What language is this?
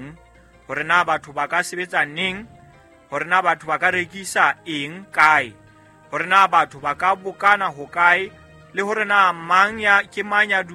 Southern Sotho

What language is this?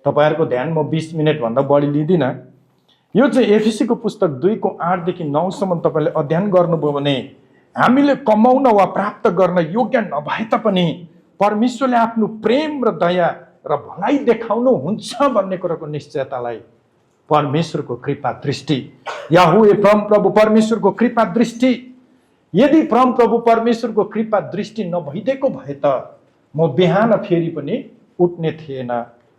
Nepali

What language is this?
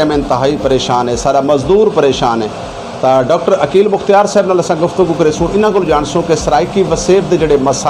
Saraiki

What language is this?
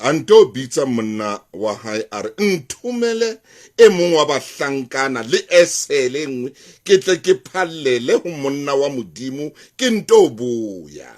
Southern Sotho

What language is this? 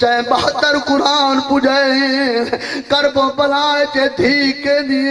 Saraiki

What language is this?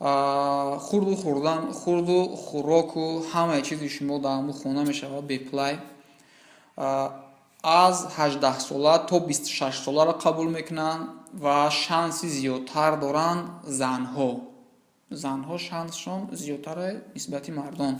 Tajik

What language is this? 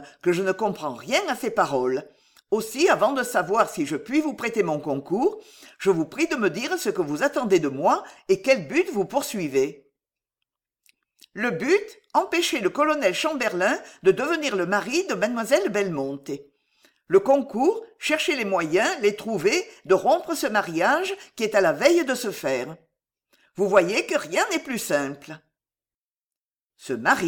French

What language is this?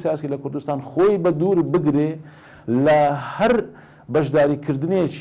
Central Kurdish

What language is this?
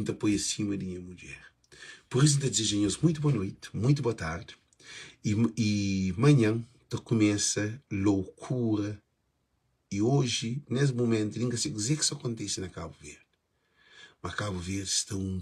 Kabuverdianu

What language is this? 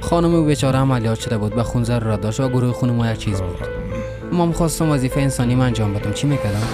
Persian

